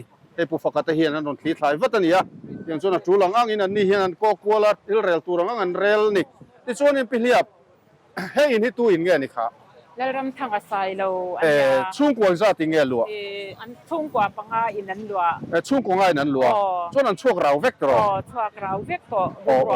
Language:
Mizo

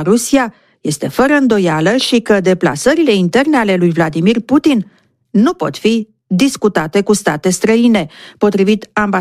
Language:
Romanian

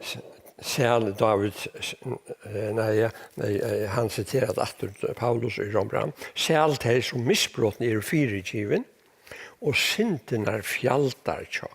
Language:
Faroese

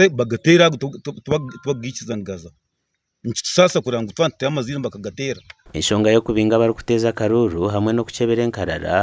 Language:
Nyankole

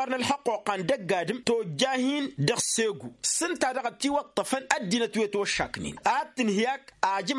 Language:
Tamasheq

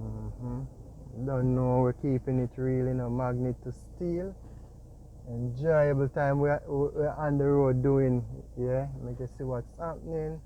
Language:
Jamaican Creole English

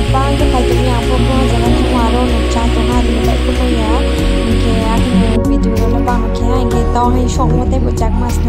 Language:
Riang (India)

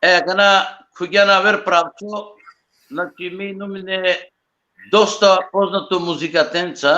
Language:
Balkan Romani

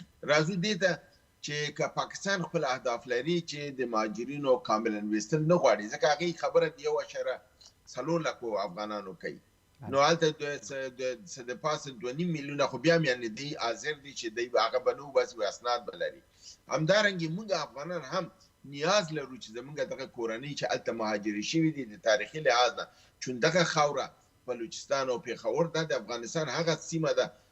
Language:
Pashto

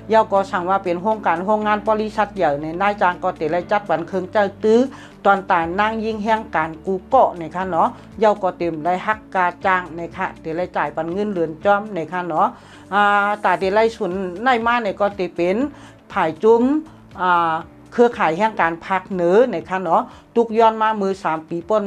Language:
Shan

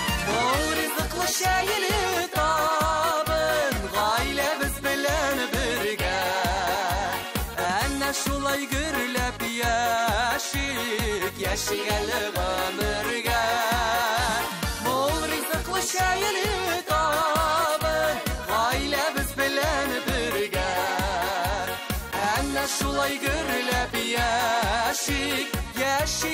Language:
Tatar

